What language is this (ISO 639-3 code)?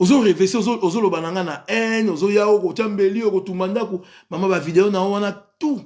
lin